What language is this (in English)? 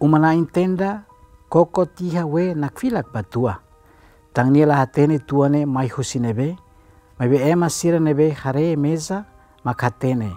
Tetum